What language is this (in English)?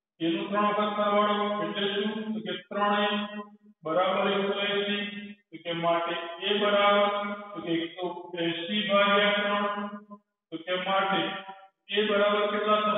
Gujarati